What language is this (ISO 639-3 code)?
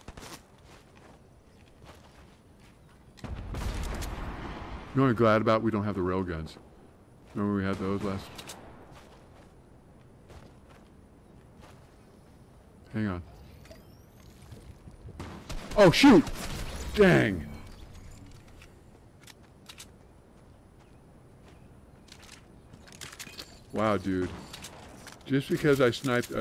eng